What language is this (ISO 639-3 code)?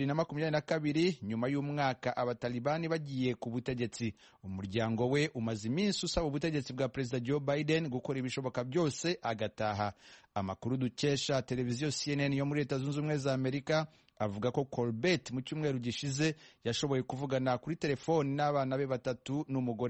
kin